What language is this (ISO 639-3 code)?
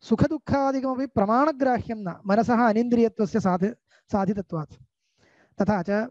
san